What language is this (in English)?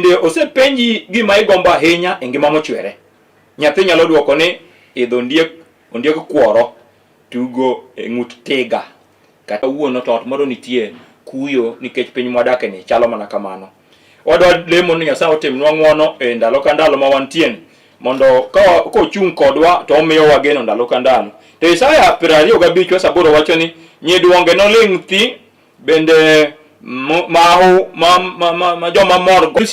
Luo (Kenya and Tanzania)